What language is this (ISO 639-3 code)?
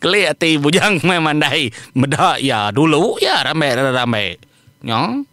iba